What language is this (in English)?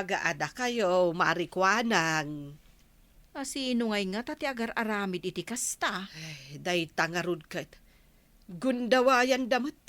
Iloko